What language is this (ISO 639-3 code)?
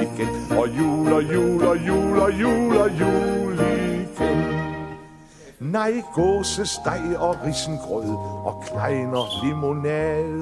dan